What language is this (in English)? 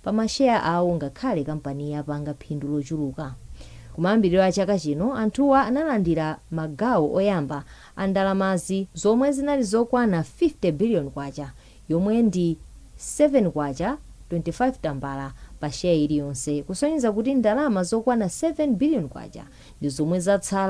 Nyanja